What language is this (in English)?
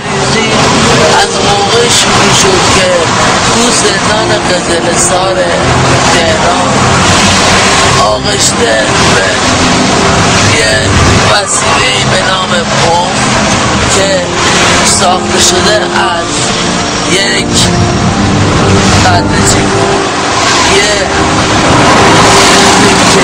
Persian